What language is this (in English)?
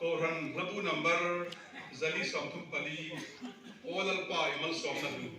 Hmar